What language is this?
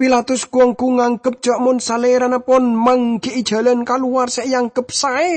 Madurese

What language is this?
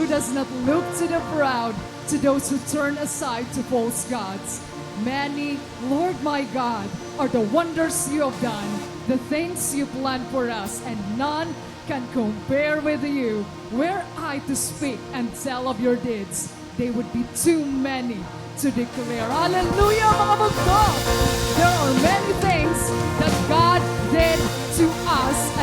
Waray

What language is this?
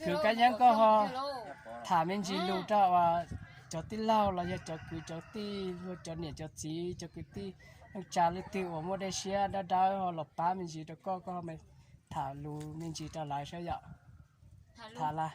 Hmong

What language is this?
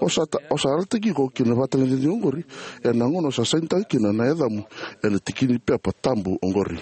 Fijian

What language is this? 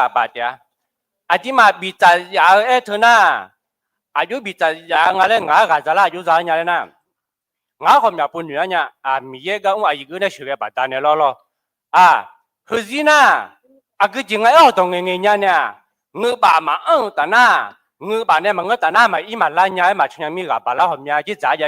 Akha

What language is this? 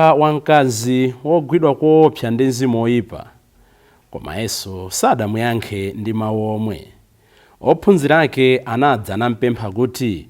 Nyanja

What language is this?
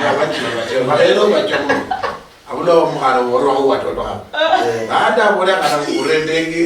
Luyia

